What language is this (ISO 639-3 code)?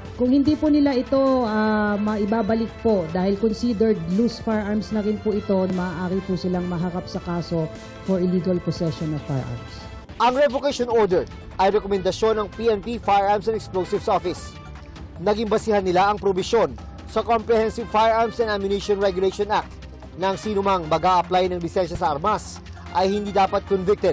fil